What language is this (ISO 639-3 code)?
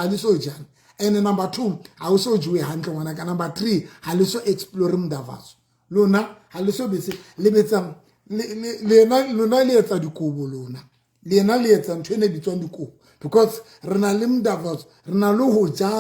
sot